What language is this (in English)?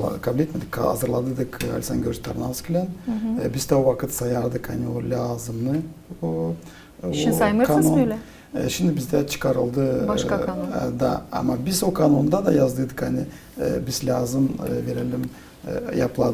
Gagauz